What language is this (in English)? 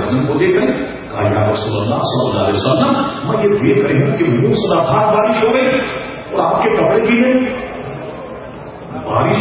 Urdu